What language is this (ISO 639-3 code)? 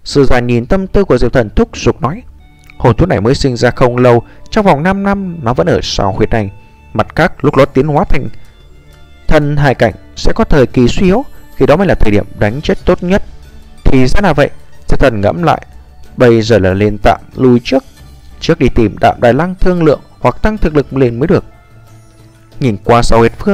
vie